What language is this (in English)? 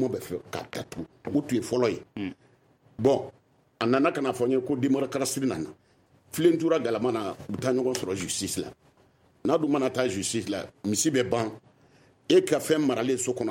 Bambara